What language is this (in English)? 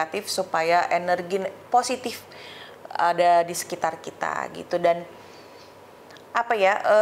Indonesian